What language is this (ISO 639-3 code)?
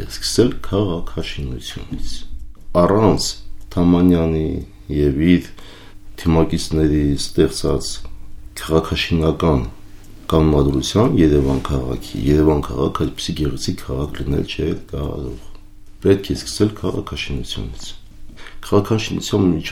hye